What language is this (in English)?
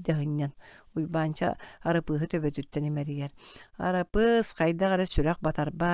Yakut